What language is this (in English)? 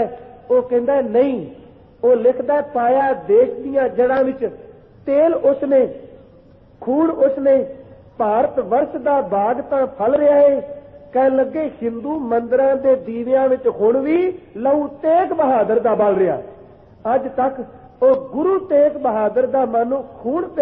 Punjabi